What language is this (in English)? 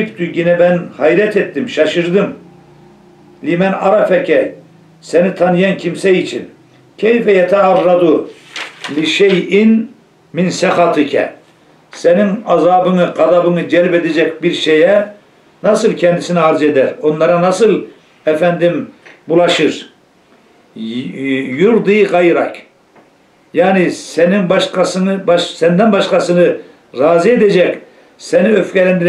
Turkish